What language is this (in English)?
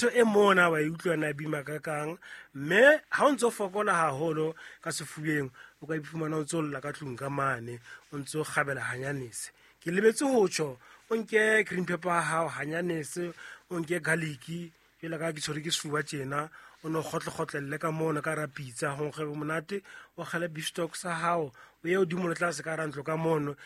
Southern Sotho